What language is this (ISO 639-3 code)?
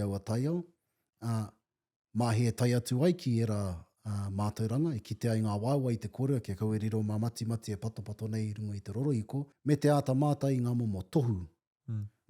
mri